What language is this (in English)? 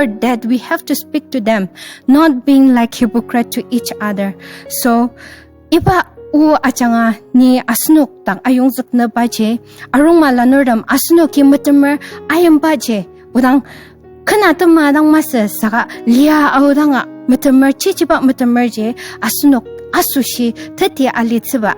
Ao Naga